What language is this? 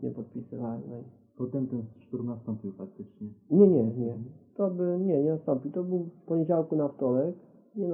Polish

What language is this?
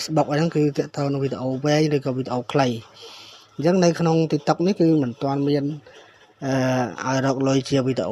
Khmer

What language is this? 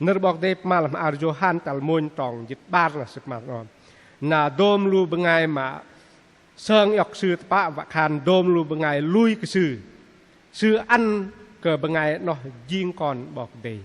Bahnar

